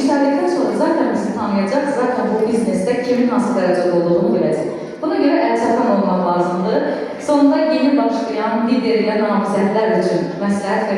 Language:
Azerbaijani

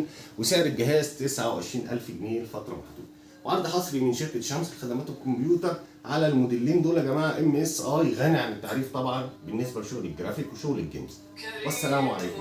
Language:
Egyptian Arabic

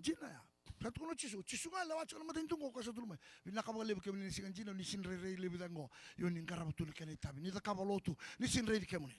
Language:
Fijian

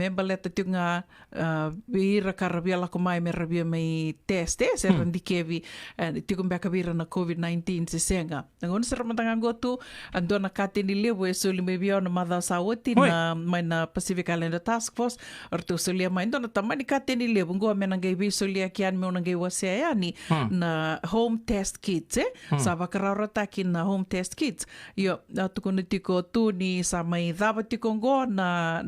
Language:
Fijian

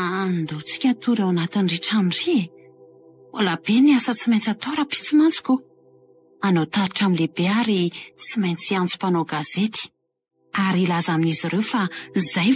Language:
Malagasy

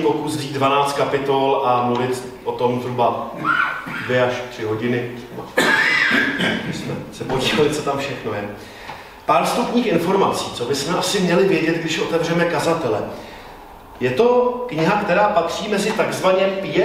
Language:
Czech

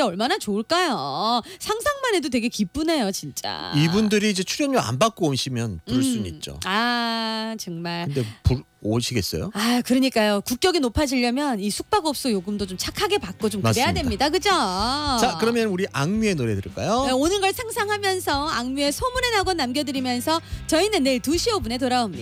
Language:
Korean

